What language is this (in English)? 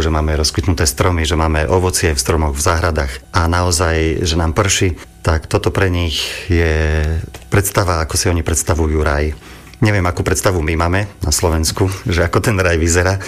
Slovak